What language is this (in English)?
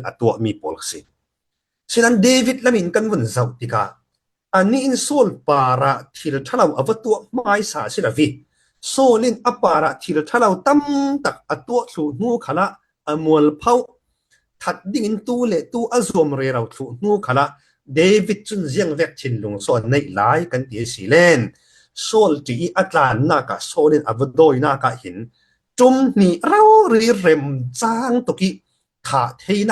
Falam Chin